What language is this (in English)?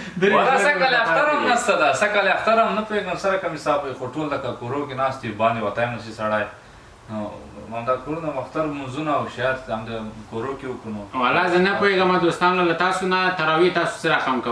Pashto